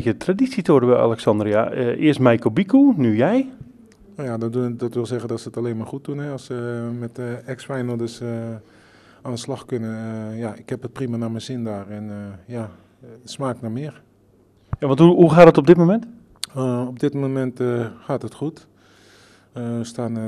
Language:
Dutch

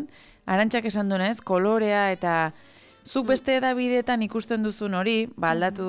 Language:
Basque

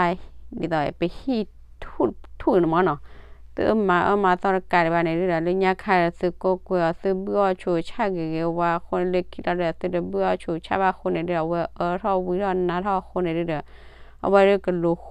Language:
S'gaw Karen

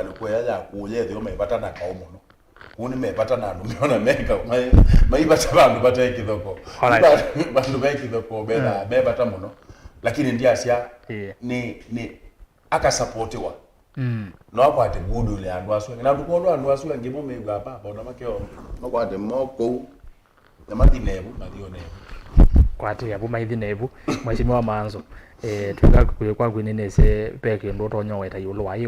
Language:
Kamba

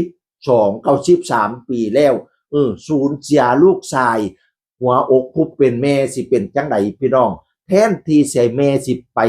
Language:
Northeastern Thai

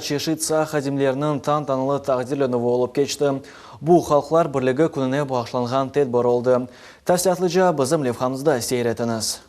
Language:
Crimean Tatar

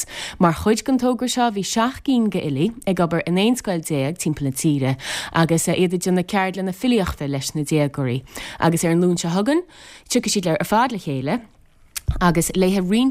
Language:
Irish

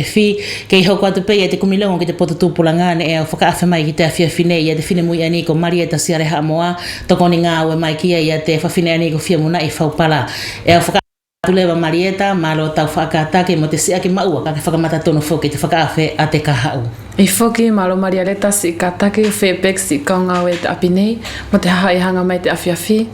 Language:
Wallisian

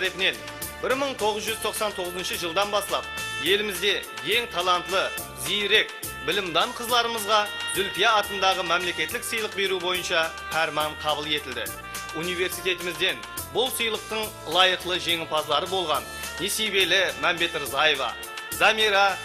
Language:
Kara-Kalpak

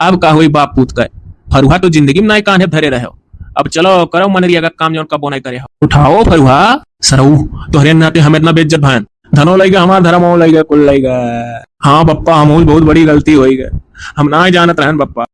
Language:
Awadhi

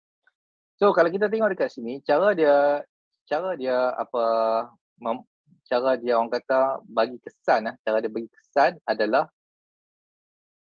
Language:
Malay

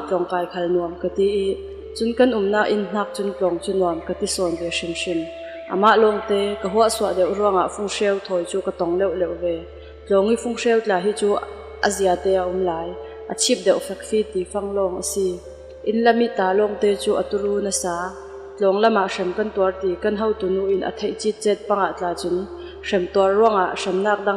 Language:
Falam Chin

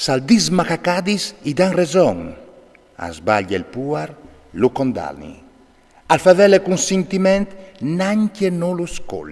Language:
Friulian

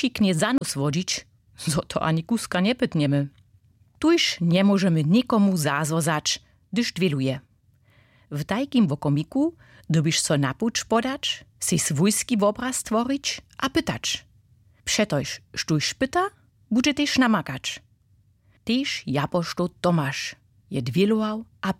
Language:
Upper Sorbian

